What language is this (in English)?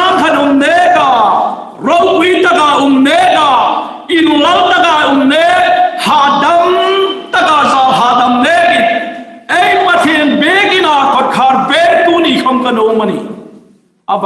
Hmar